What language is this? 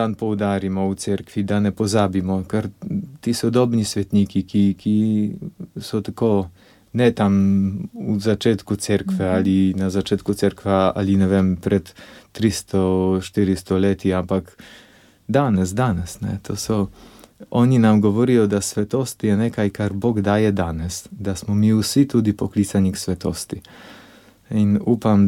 Slovenian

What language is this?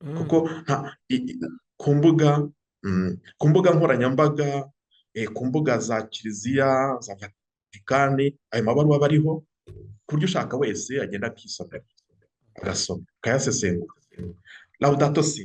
Kinyarwanda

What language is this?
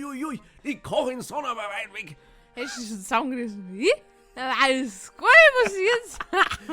Bavarian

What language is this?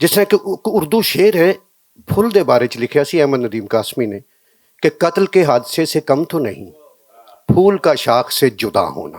Western Panjabi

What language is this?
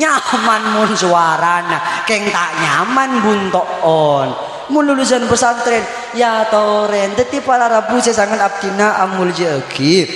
Madurese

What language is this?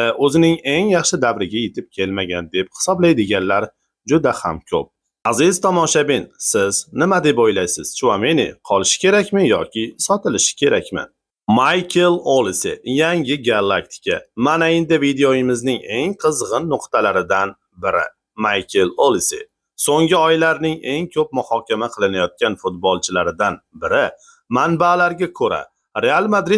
Uzbek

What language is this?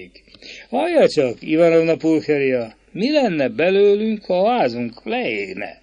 Hungarian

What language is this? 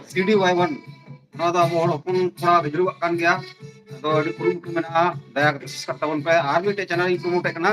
Santali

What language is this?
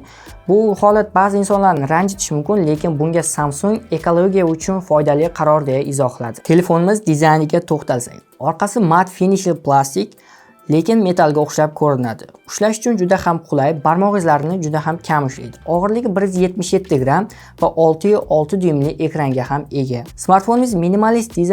Uzbek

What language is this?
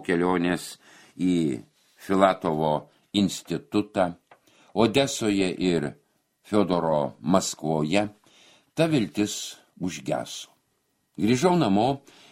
Lithuanian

